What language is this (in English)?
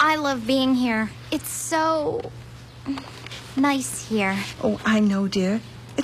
English